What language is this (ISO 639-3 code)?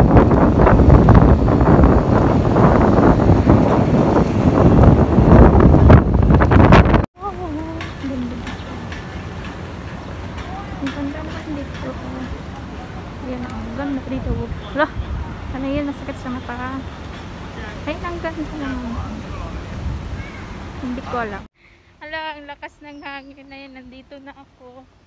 fil